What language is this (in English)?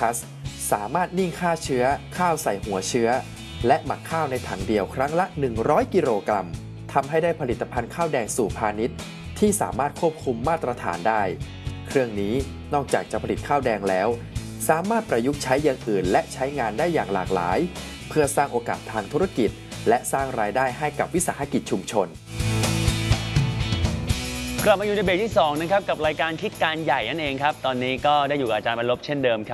Thai